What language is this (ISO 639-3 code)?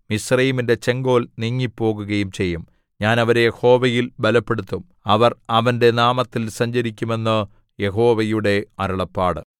mal